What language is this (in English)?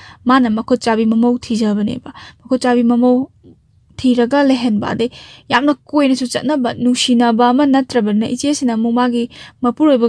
Manipuri